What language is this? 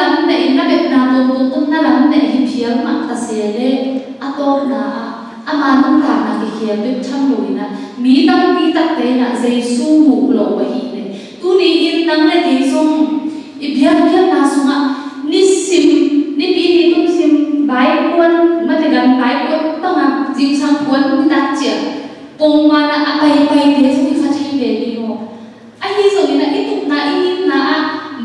Tedim Chin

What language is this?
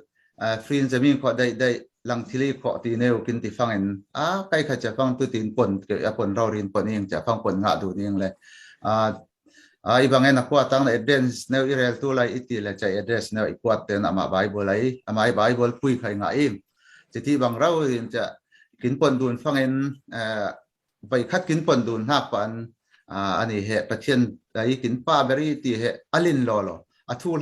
Falam Chin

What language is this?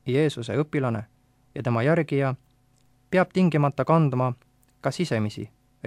Estonian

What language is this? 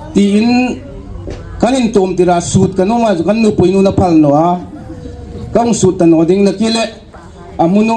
Hmar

